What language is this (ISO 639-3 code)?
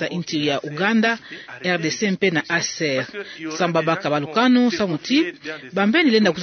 ktu